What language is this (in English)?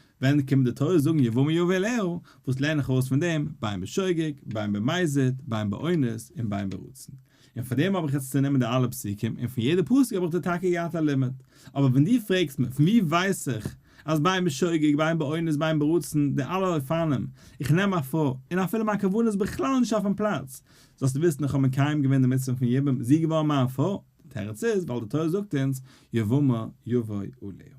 Yiddish